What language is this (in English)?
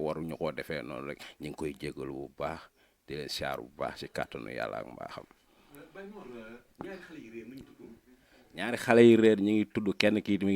Wolof